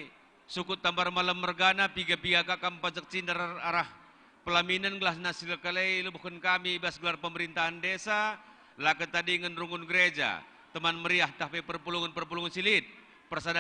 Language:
Batak Karo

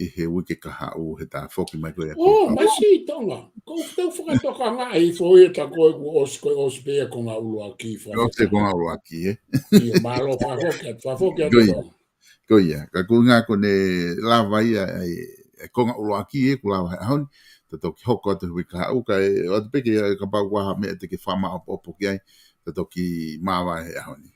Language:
Tongan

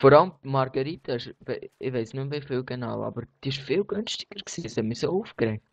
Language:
Swiss German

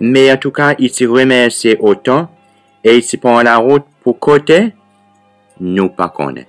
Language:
Seselwa Creole French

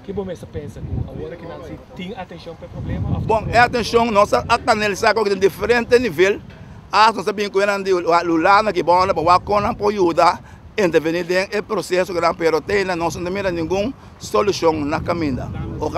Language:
Papiamento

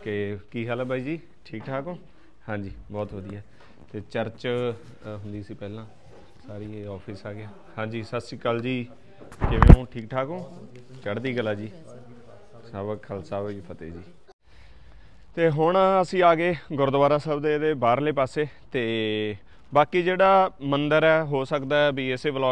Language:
Punjabi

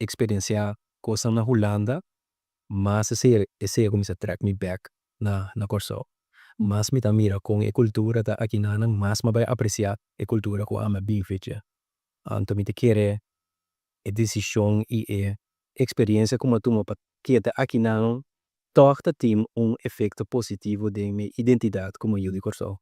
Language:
Papiamento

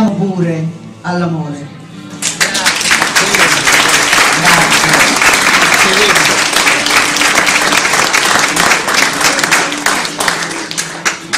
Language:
Italian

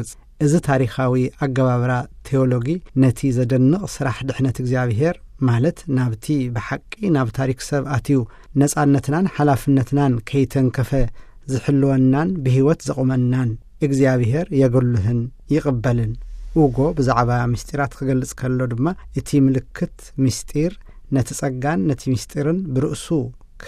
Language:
Tigrinya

